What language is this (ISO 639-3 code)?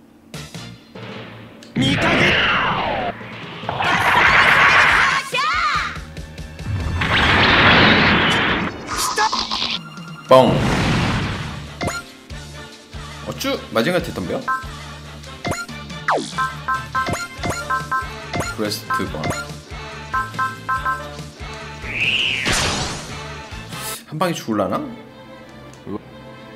kor